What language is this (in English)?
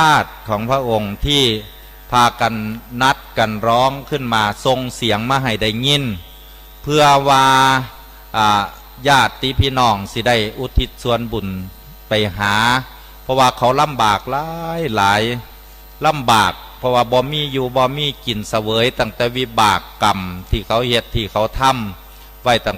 Northeastern Thai